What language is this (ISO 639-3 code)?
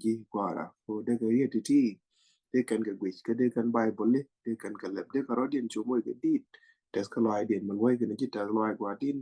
nus